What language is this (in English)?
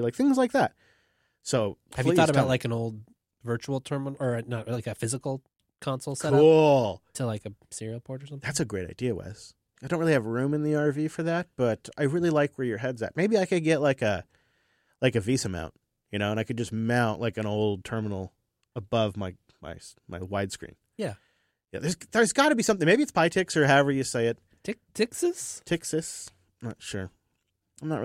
English